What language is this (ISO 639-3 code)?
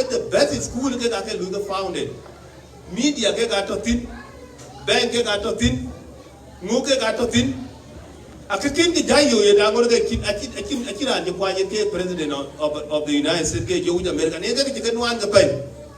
din